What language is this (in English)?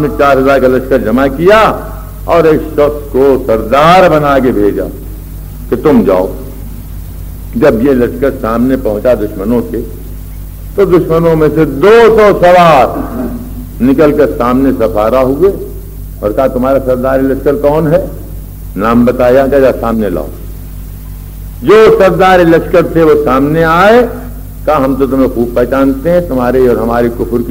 Urdu